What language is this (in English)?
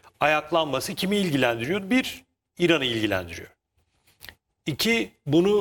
Turkish